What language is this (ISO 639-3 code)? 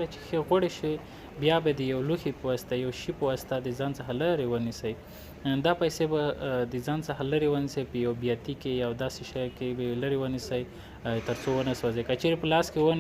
pus